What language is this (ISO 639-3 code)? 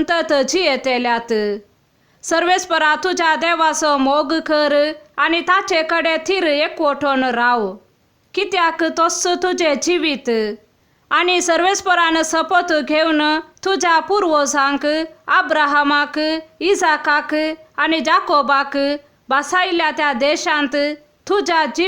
kok